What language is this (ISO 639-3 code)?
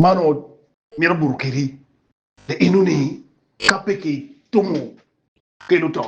ach